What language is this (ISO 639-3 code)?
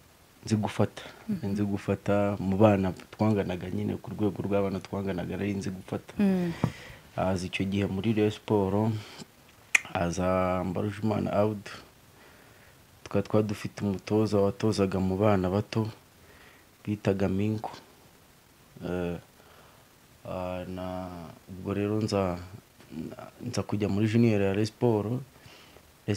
kin